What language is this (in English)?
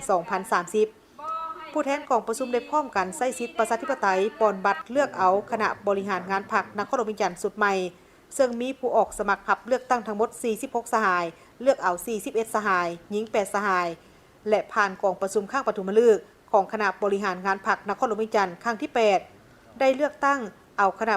Lao